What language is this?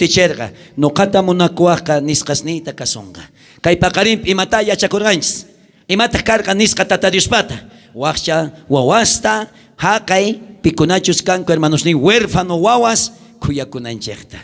South Bolivian Quechua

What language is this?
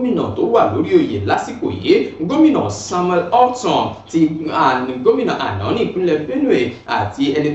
Yoruba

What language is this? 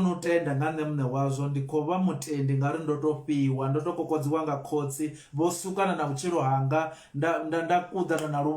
Venda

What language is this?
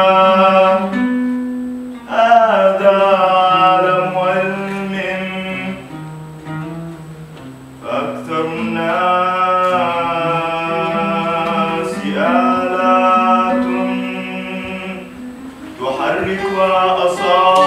English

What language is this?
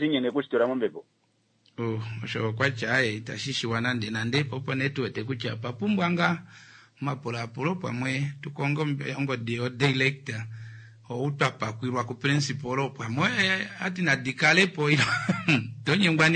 Kuanyama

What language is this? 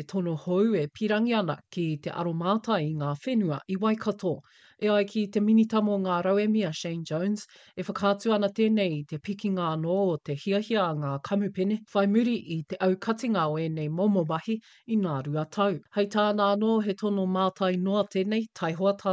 Māori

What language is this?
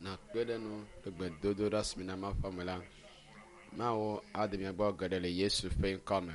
Ewe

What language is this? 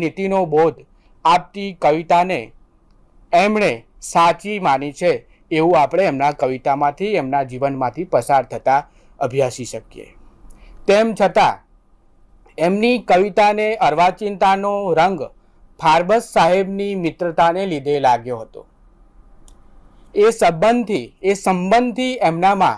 Gujarati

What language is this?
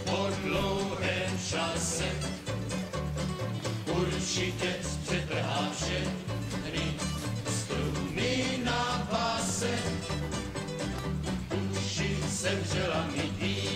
Czech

